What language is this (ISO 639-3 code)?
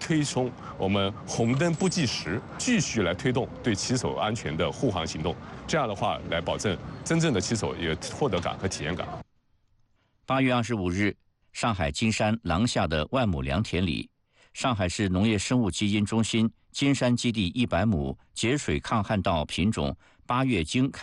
zho